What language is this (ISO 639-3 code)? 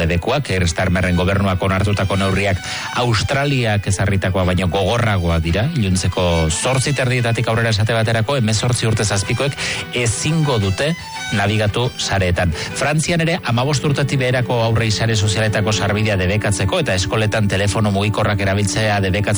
eus